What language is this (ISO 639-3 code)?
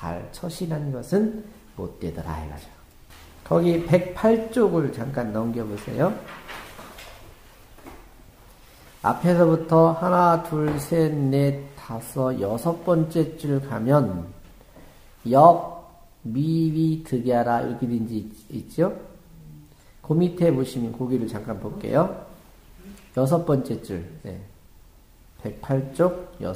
kor